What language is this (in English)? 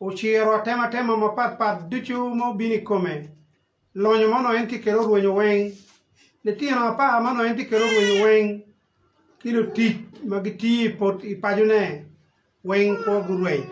Acoli